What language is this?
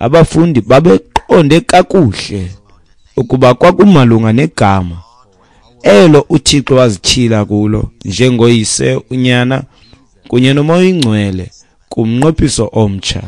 Xhosa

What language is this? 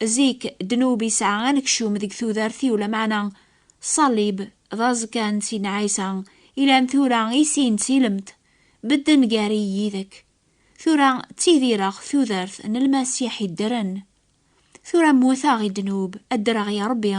Kabyle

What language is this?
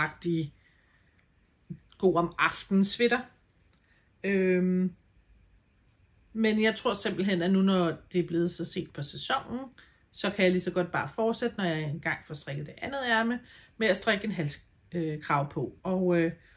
Danish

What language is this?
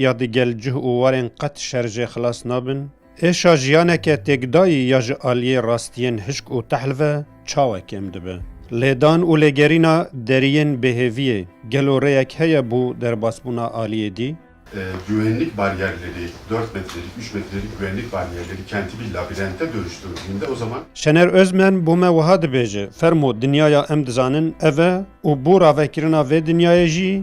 Kurdish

